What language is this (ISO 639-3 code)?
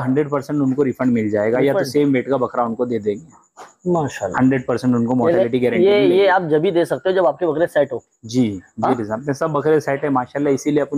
hin